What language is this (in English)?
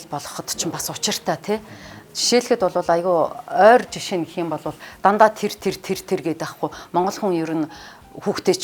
Mongolian